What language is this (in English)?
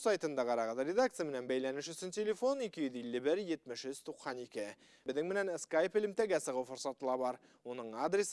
Bashkir